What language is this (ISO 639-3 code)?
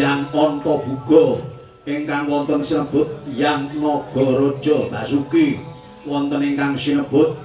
jav